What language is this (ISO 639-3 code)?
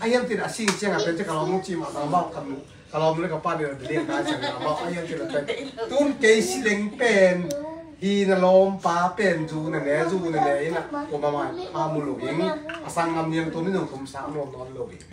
ctd